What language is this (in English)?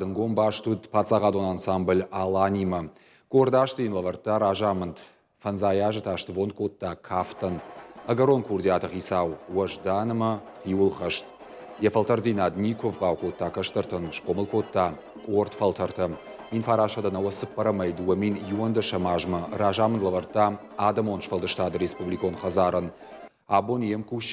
Ossetic